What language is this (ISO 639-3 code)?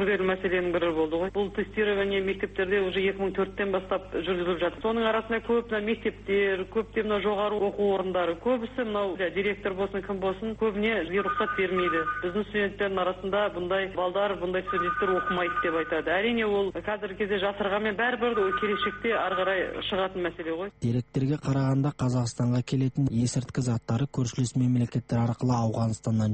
kaz